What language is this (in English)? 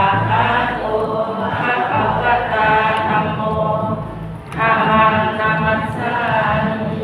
Pali